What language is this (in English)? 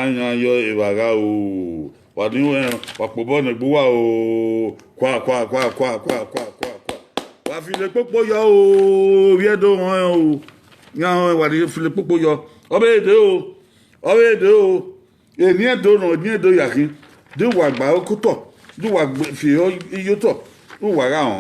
Bini